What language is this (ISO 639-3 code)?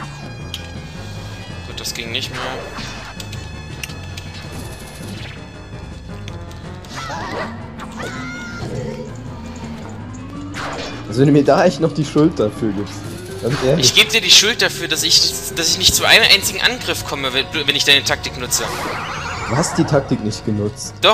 deu